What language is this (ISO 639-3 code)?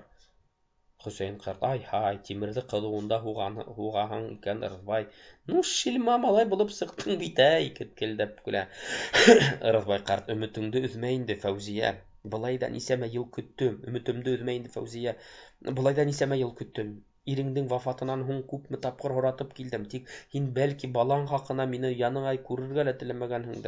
bak